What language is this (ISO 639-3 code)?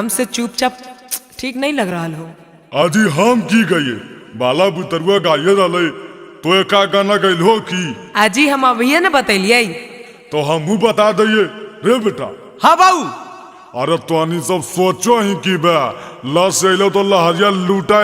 mag